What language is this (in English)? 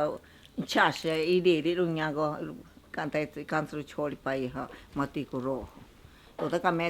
Ashéninka Perené